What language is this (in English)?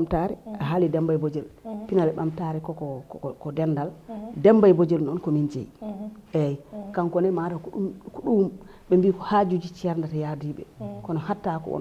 Fula